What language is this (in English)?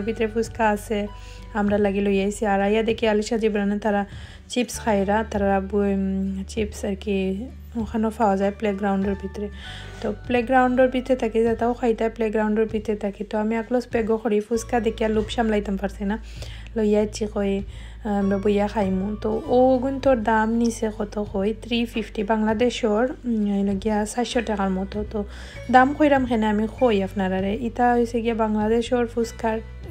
Sylheti